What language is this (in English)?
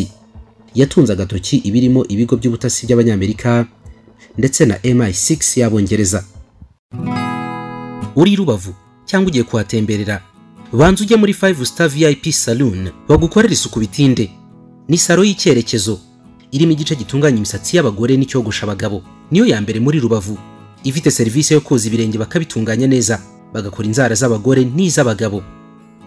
Kinyarwanda